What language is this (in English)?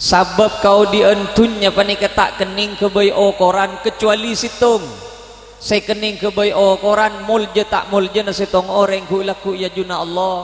Madurese